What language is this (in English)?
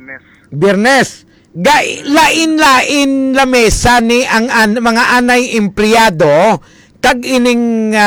Hiligaynon